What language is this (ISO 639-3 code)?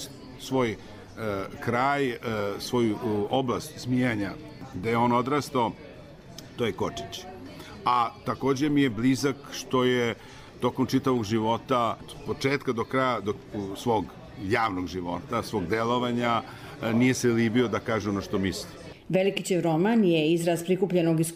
hrv